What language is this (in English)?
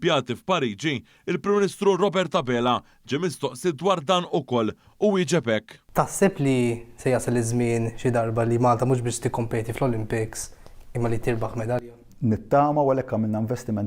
Maltese